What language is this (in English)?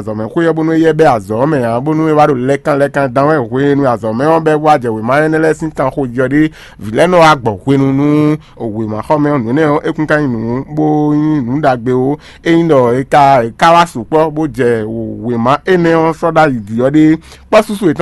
Fon